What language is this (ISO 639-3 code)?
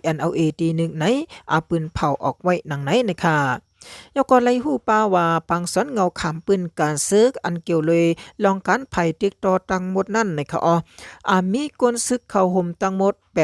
shn